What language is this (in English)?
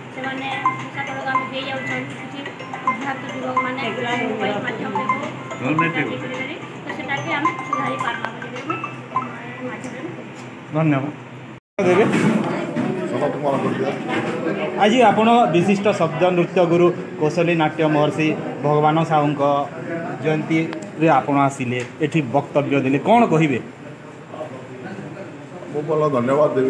Sambalpuri